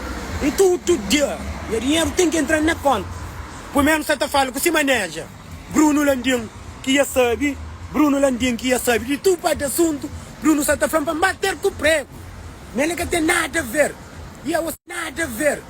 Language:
Kabuverdianu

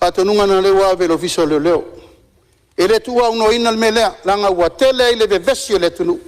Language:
Samoan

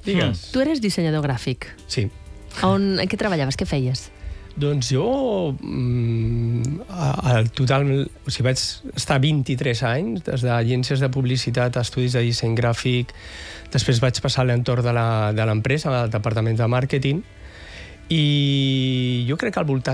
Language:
Catalan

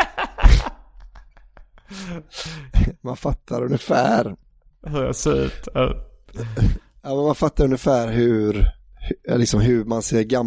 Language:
Swedish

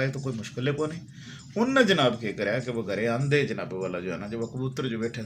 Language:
Haryanvi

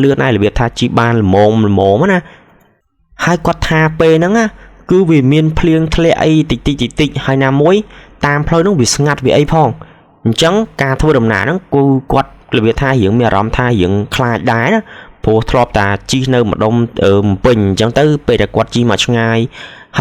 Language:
Khmer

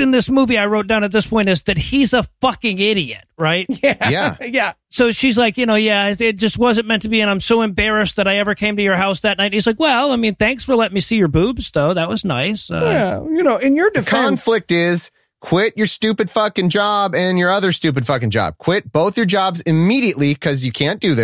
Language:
English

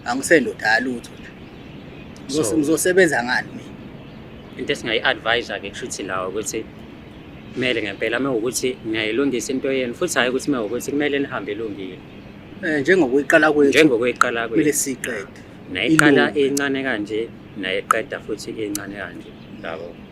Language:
Zulu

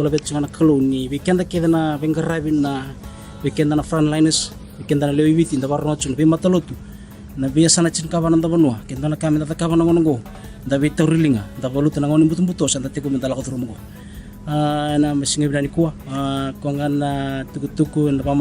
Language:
Fijian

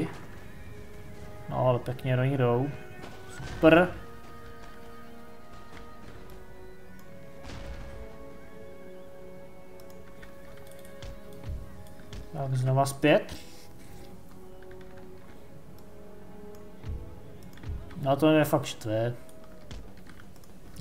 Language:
Czech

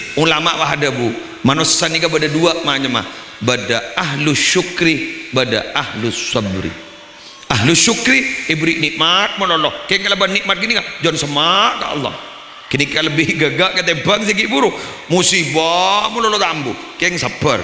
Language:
Madurese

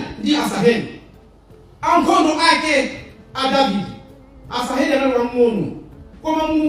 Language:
Nyanja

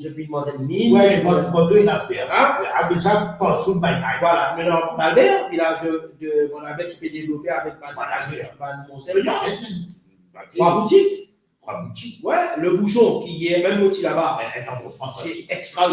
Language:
Morisyen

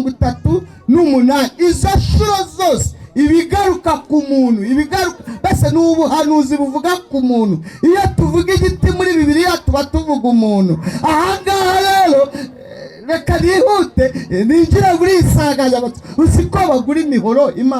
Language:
Kinyarwanda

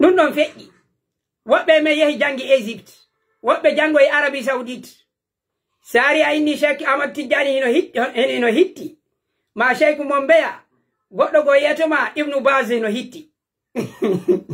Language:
Fula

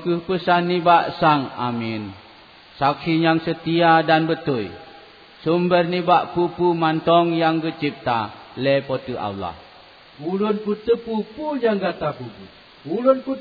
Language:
Achinese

